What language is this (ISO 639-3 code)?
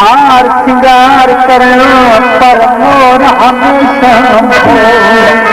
skr